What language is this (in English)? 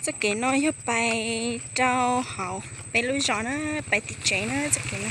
Hmong